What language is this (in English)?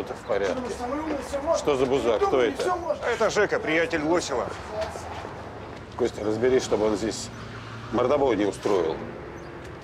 Russian